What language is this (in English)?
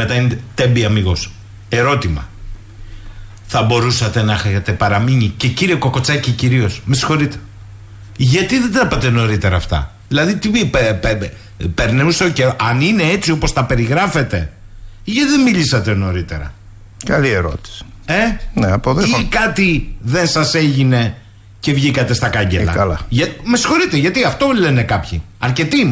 Greek